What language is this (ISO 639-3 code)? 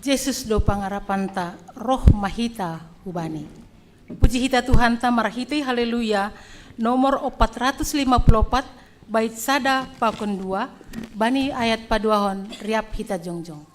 bts